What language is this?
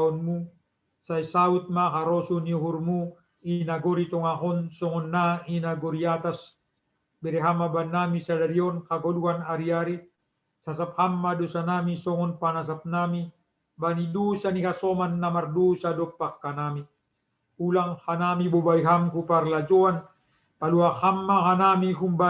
Batak Simalungun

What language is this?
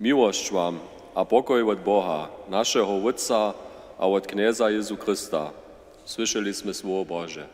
Upper Sorbian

